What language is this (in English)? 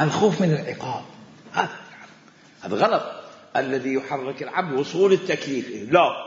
Mesopotamian Arabic